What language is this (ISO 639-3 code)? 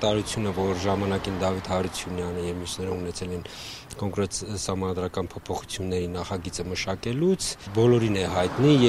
hye